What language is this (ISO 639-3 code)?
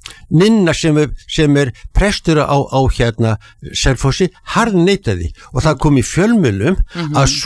isl